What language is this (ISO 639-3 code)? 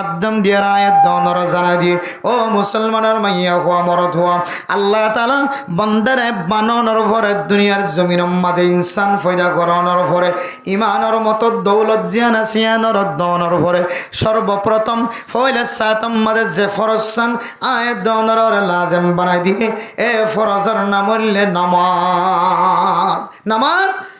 rhg